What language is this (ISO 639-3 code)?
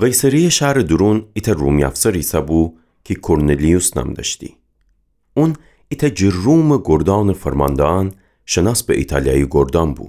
glk